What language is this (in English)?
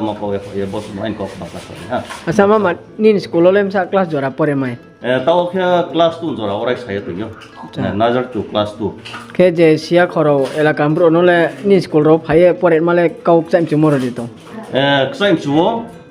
Riang (India)